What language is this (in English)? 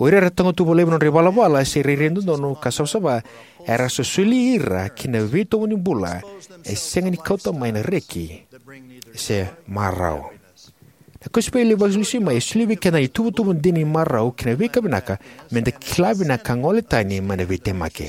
Fijian